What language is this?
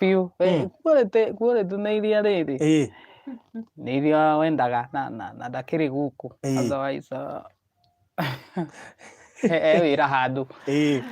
Kikuyu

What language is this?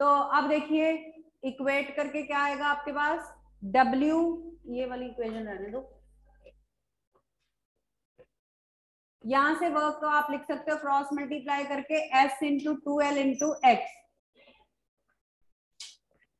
Hindi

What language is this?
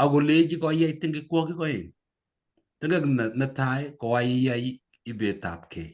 Kalenjin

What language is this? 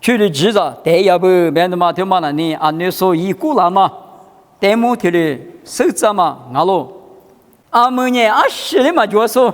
Lisu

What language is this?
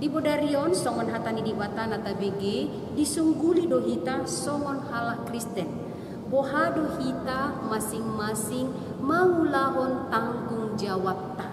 Batak Toba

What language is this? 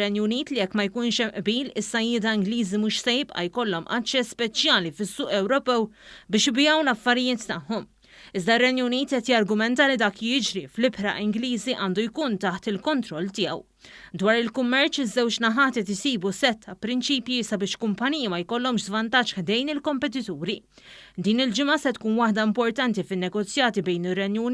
Maltese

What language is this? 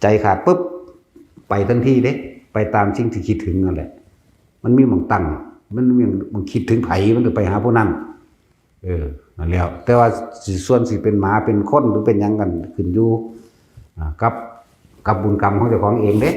Lao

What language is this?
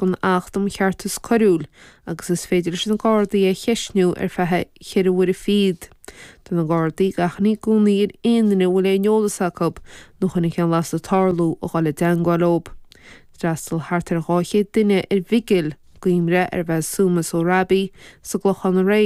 Irish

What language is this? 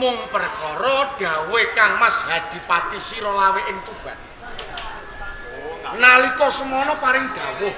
Javanese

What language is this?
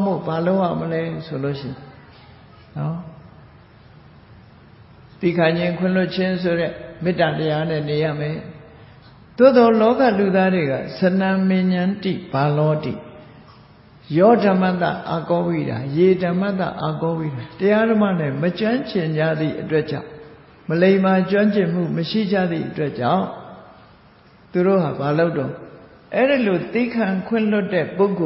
Burmese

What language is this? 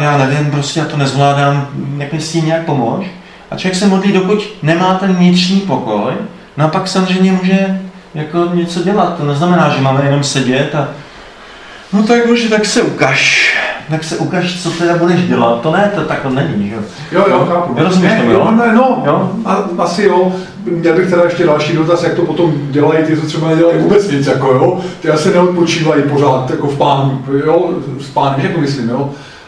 Czech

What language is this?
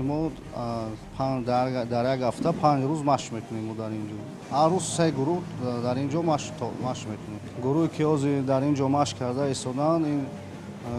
Tajik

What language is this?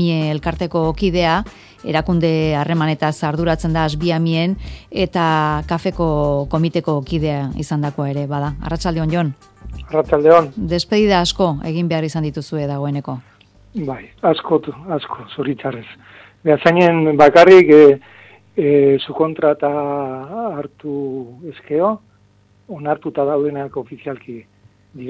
Basque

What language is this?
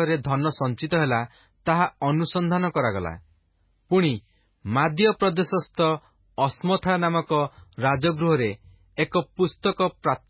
Odia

